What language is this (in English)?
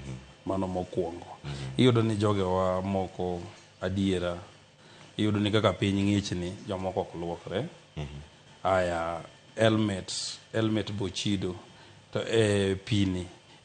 Luo (Kenya and Tanzania)